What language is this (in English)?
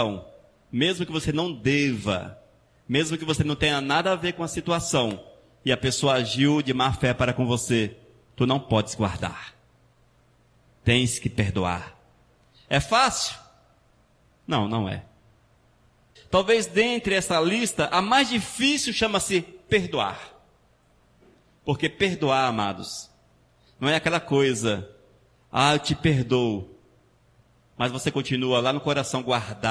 Portuguese